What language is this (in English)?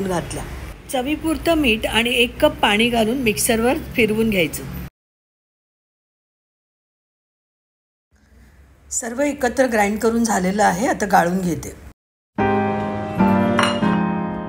Marathi